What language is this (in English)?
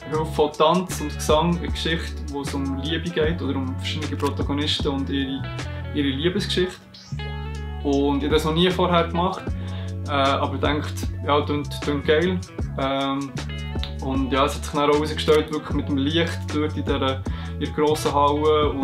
Swiss German